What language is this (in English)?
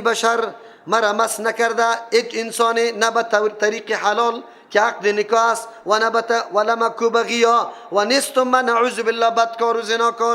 Persian